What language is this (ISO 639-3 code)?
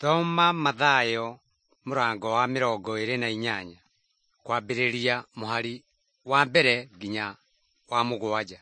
kik